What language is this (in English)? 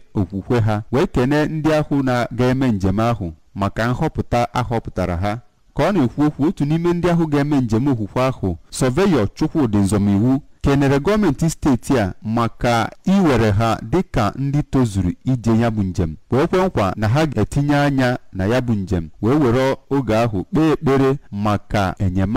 Igbo